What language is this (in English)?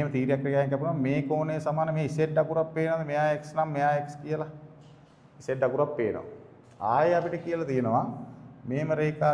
Sinhala